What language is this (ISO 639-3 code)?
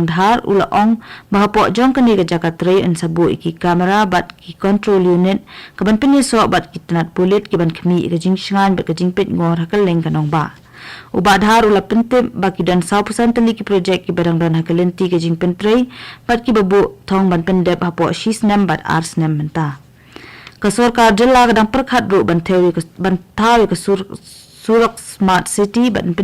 kha